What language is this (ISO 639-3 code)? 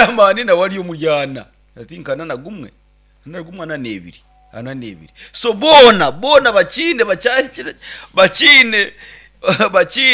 nyn